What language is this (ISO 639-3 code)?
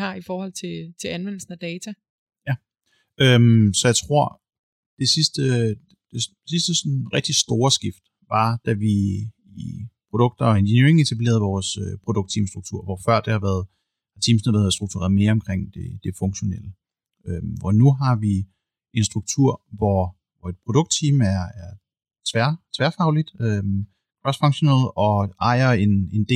dan